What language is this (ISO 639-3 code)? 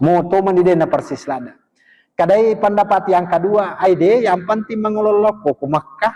bug